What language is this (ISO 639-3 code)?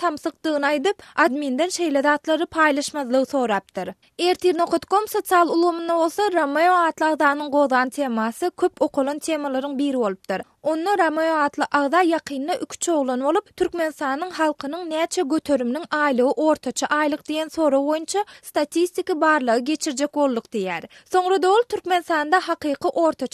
tuk